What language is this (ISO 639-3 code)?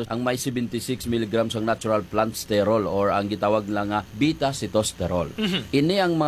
hil